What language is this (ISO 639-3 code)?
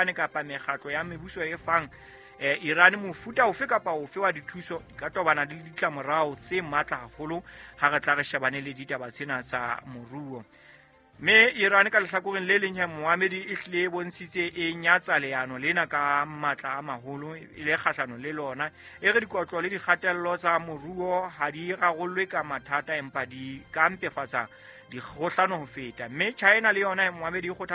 sot